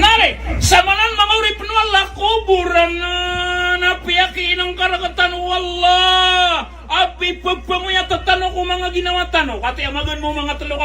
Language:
Maranao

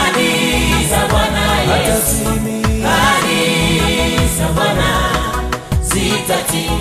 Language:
Swahili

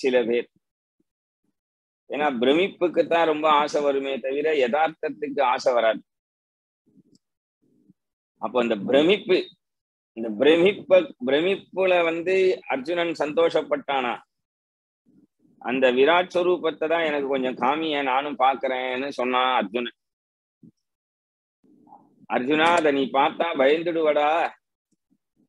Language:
Tamil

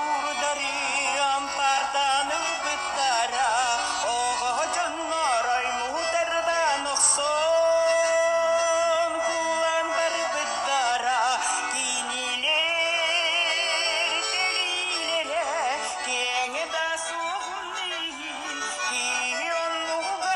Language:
Yakut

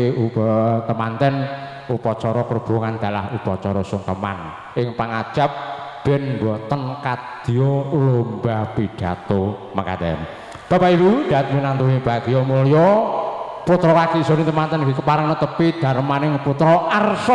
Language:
Javanese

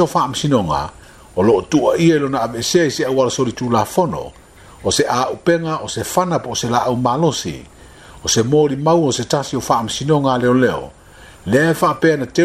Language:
Samoan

